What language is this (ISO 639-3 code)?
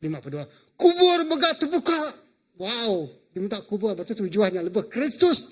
iba